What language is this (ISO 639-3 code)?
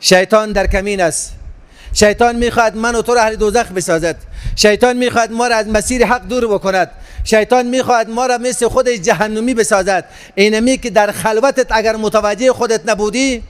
fas